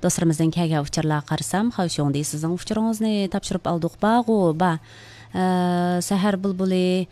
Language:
Uyghur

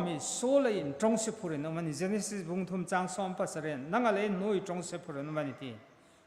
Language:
Hmar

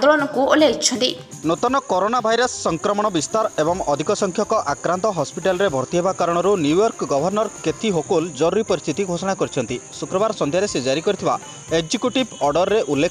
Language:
Odia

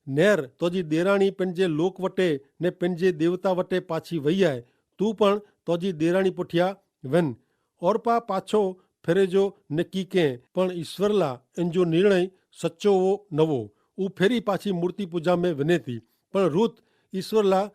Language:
Kachhi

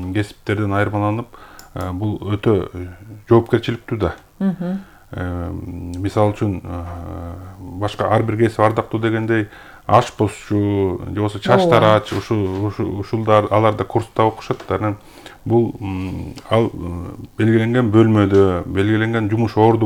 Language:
Kyrgyz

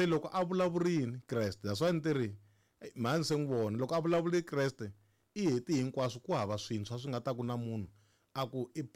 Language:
Tsonga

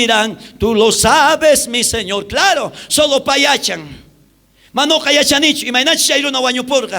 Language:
South Bolivian Quechua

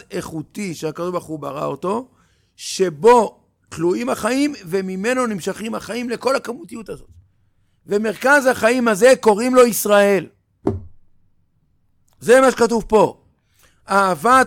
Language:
Hebrew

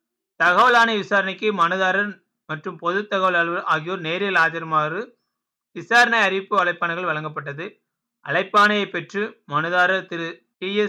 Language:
Tamil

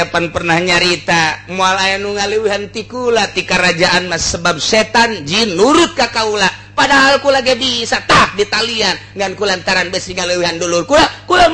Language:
Sundanese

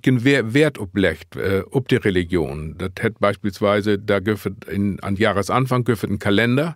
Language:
Low German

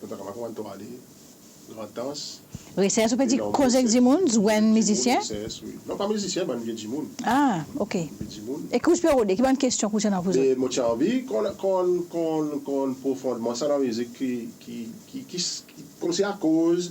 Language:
Seselwa Creole French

